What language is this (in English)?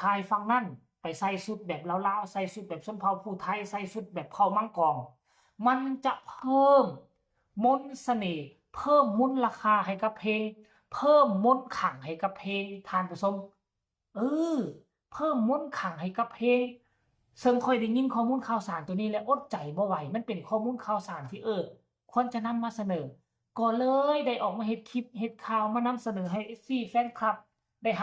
Northeastern Thai